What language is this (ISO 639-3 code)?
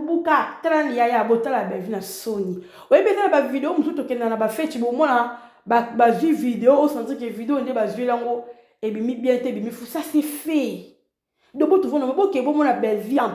lin